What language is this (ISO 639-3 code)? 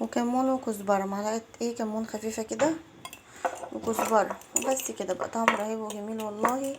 arz